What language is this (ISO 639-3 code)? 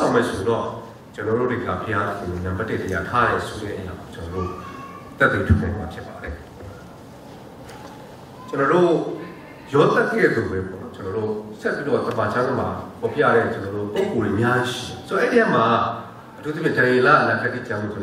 mya